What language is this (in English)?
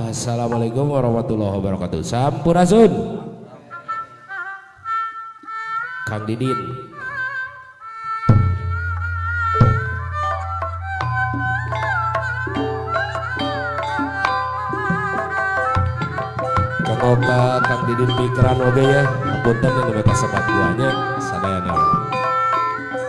Sundanese